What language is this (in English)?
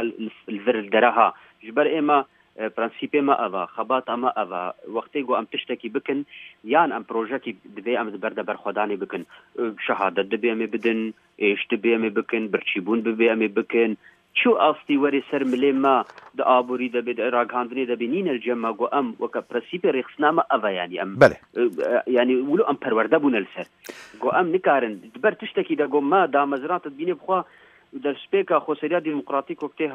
Kurdish